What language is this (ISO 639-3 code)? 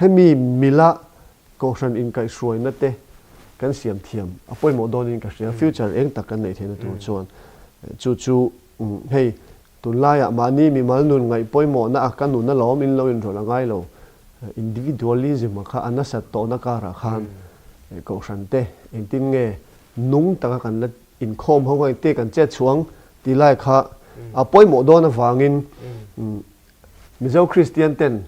lus